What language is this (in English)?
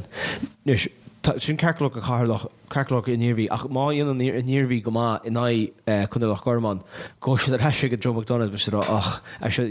Irish